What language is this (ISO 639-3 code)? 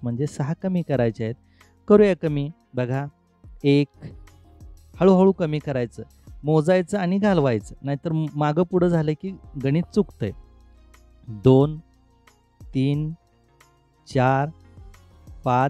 mar